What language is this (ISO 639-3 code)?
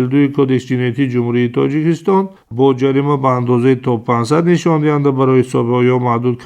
tgk